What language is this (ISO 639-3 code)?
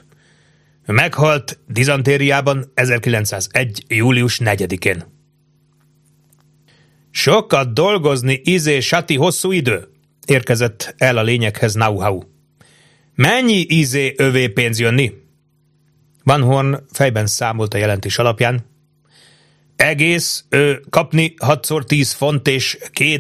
hun